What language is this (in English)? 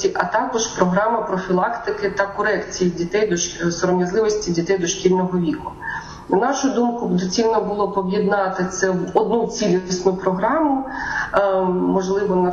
Ukrainian